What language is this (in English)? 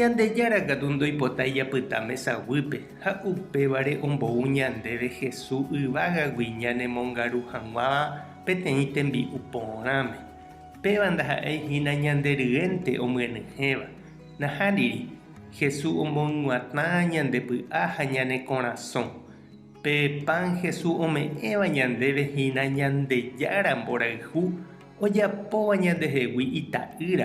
Guarani